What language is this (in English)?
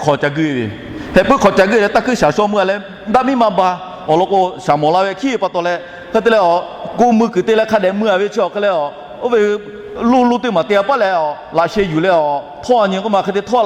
Lahu